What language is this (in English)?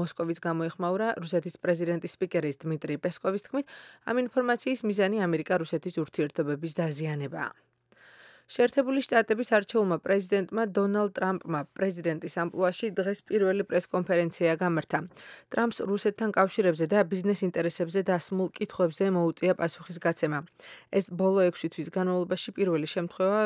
Georgian